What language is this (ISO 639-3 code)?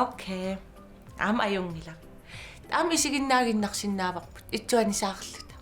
kal